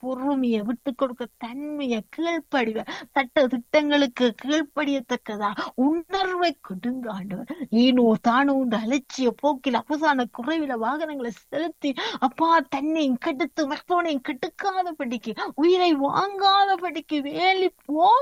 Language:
Tamil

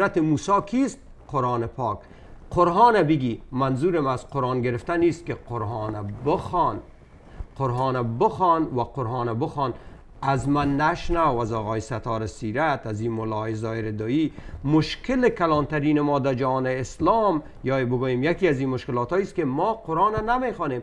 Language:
Persian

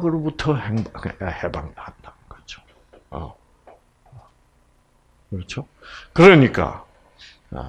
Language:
Korean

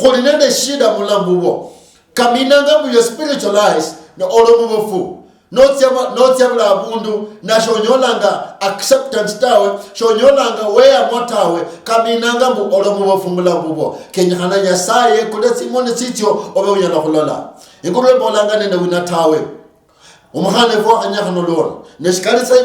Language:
Luyia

